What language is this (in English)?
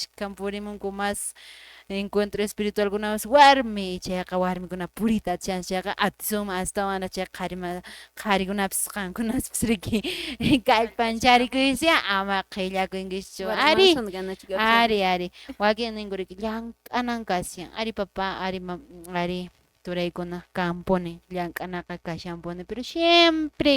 Quechua